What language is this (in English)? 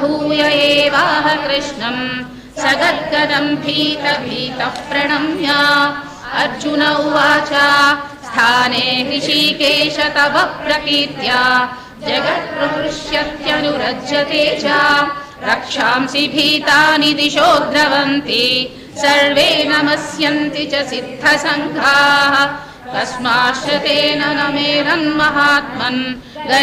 Sanskrit